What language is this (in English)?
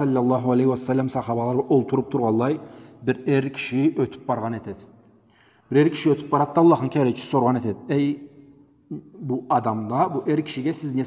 Karachay-Balkar